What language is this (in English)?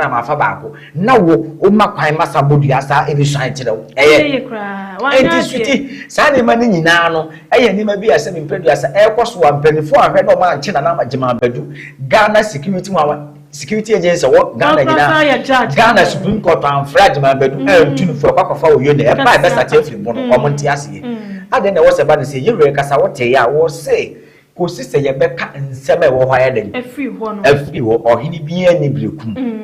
Akan